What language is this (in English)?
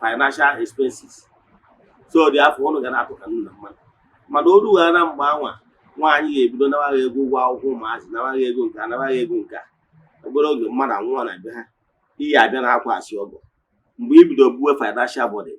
Igbo